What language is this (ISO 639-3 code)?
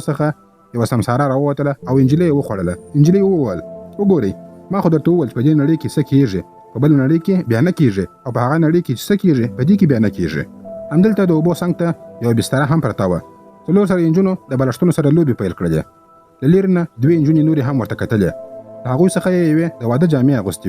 pus